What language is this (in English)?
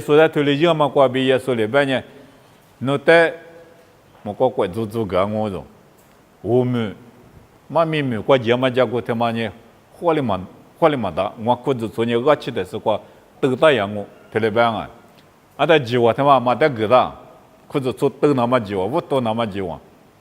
Lisu